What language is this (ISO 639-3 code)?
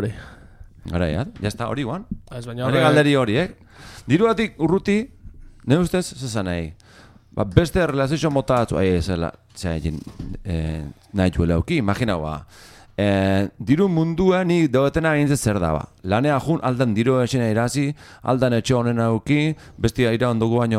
eus